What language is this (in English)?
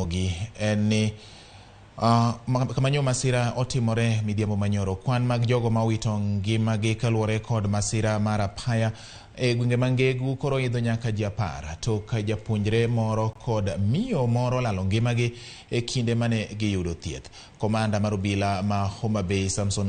Luo (Kenya and Tanzania)